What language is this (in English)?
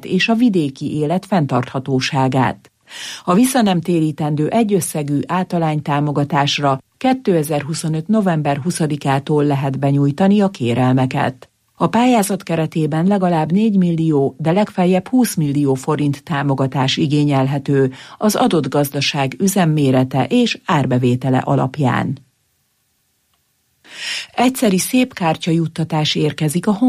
Hungarian